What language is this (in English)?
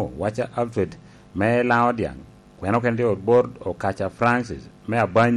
Lango (Uganda)